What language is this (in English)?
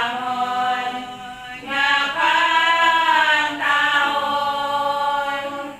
Hiligaynon